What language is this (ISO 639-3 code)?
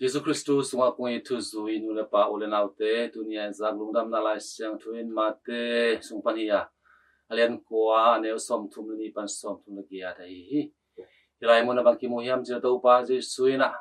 ctd